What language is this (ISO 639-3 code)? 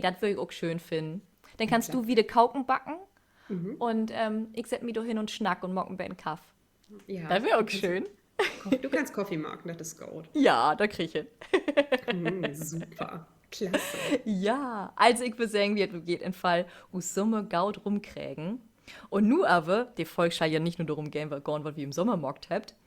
nds